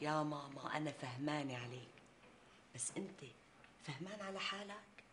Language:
North Levantine Arabic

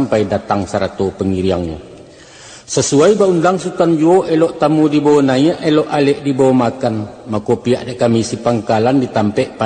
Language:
Minangkabau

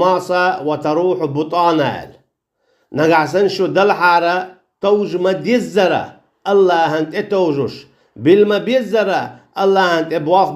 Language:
Chechen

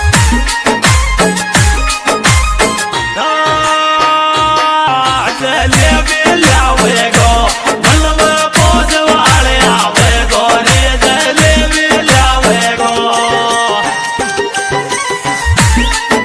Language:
Bhojpuri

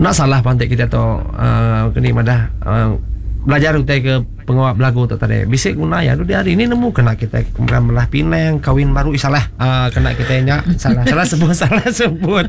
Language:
Iban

